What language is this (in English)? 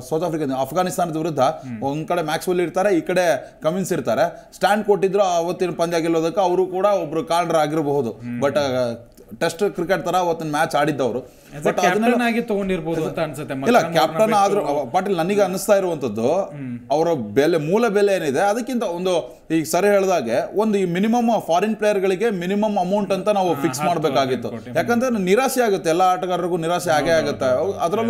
Kannada